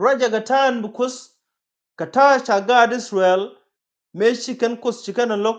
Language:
Nuer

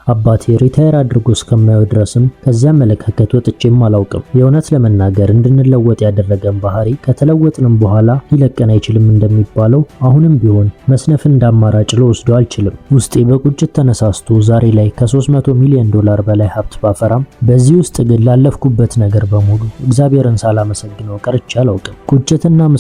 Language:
Amharic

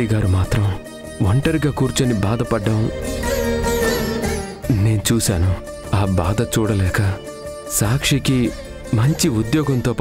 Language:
Telugu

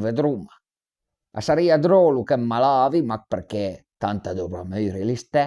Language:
Piedmontese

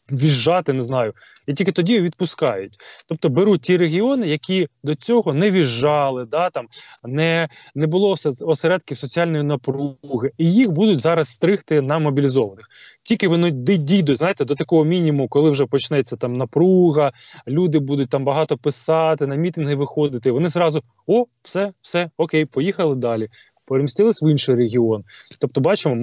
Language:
Ukrainian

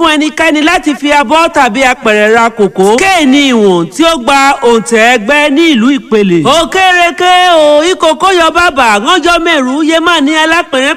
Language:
Yoruba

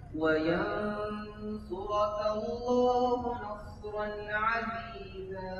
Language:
Divehi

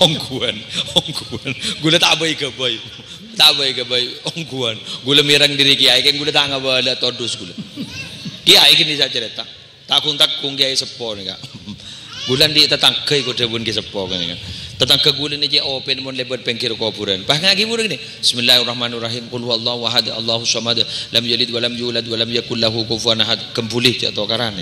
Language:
Madurese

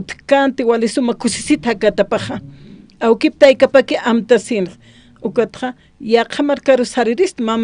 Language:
Aymara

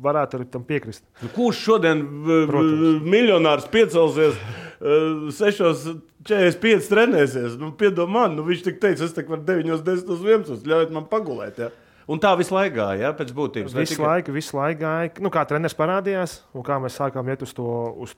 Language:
Latvian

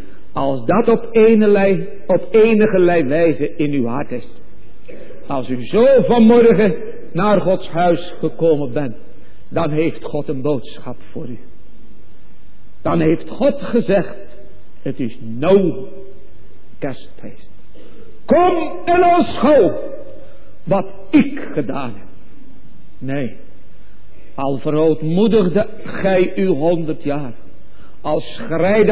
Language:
Dutch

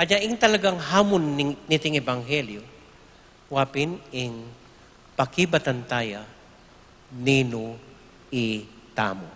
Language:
Pampanga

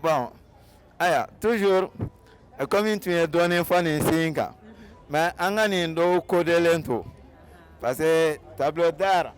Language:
Bambara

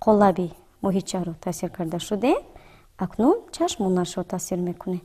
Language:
Tajik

